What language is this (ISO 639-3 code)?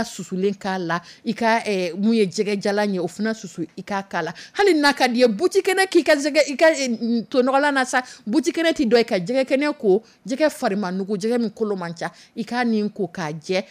dyu